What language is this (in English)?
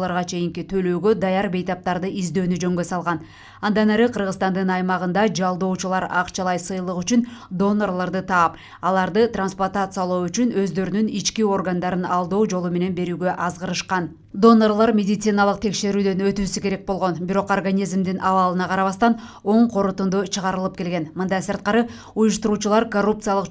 Kyrgyz